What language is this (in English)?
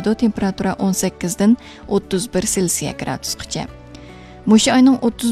Uyghur